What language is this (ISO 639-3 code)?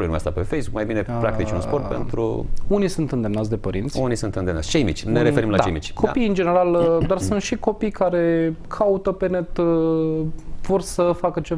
ron